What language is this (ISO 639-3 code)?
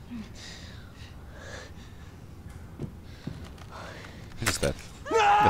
fin